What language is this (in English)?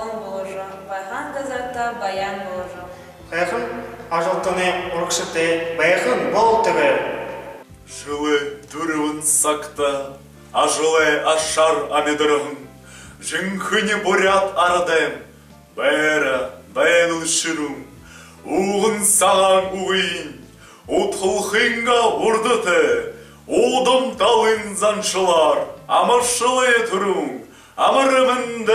Buriat